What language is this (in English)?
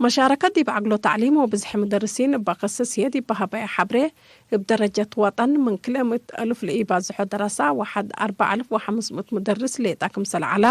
Tigre